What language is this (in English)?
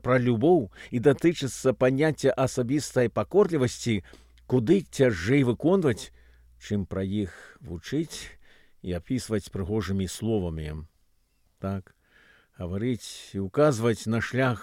Belarusian